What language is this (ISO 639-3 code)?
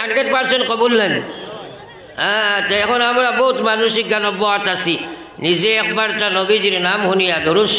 syl